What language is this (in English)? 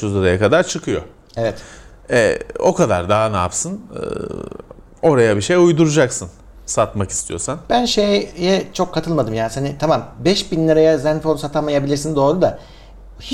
Turkish